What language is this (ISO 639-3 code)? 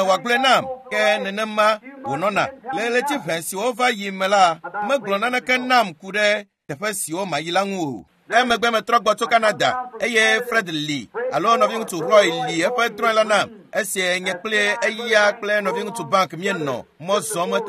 ewe